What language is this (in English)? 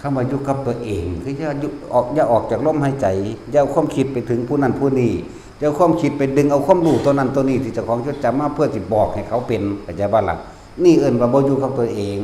Northeastern Thai